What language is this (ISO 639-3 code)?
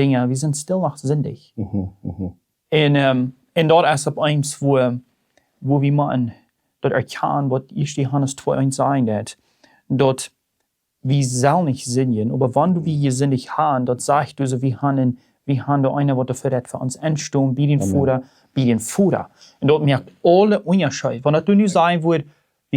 pdt